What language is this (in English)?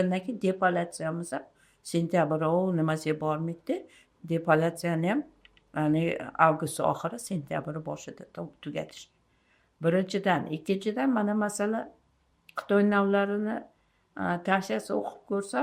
Uzbek